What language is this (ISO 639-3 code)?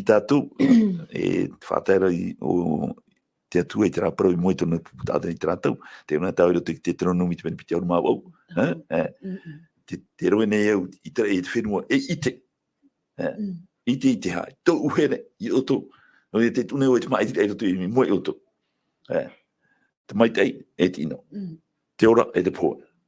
tah